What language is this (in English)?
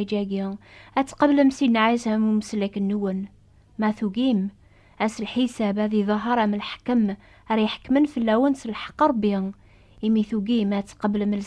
Kabyle